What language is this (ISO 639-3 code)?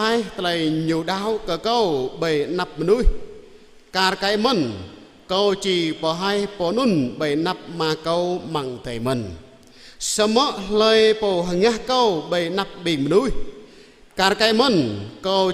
jra